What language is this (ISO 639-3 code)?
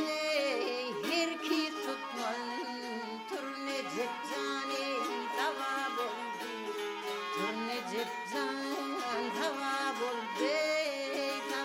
tuk